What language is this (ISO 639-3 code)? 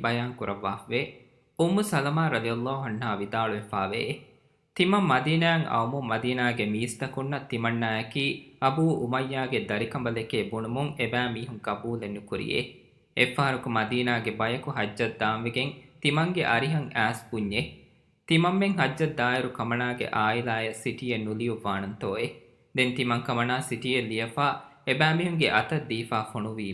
div